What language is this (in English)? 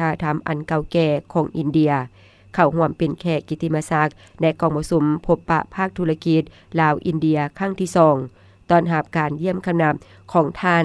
Lao